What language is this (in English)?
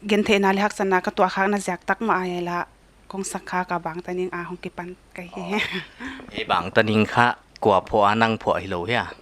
Paite Chin